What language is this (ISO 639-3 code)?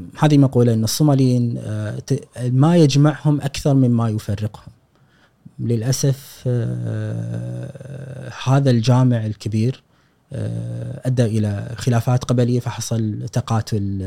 afb